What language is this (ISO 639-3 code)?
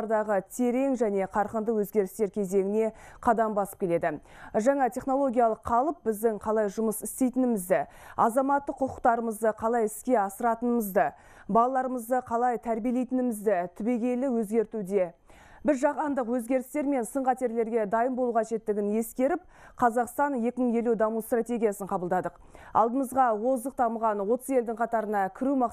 kaz